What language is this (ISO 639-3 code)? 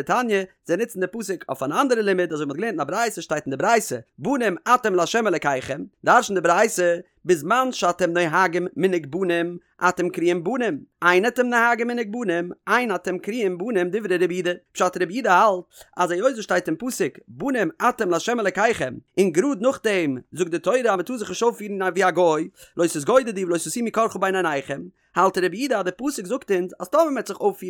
yid